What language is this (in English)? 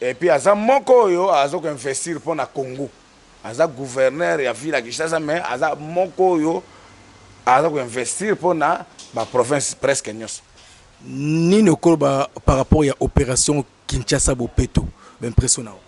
Lingala